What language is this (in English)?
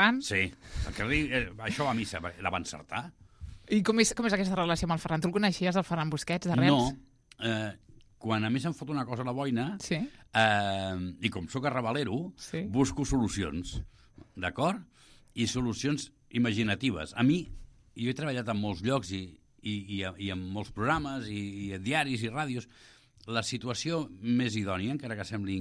Catalan